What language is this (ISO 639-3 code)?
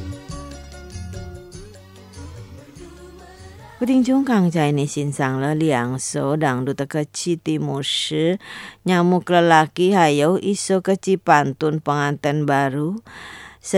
msa